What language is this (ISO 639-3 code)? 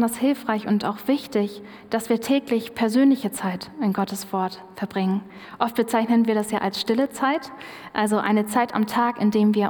deu